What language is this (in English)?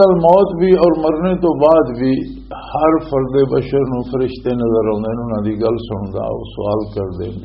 Western Panjabi